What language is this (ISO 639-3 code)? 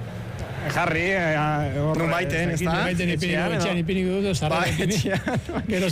eus